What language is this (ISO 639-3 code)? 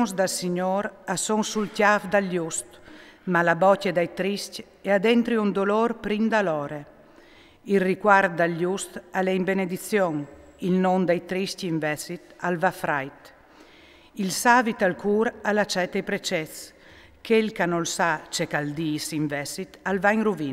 fur